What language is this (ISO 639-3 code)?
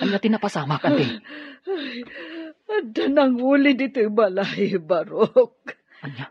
ilo